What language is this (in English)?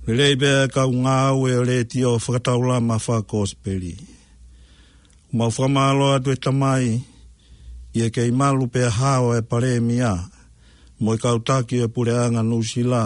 Tongan